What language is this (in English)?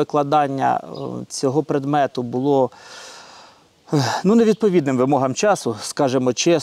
Ukrainian